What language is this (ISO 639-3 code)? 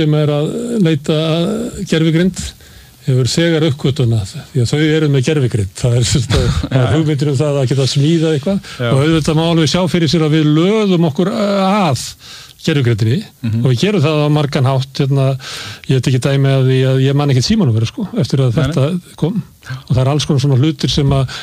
isl